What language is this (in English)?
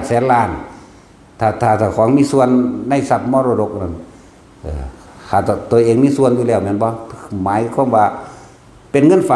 Northeastern Thai